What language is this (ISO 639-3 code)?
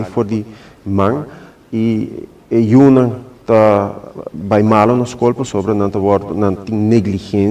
pap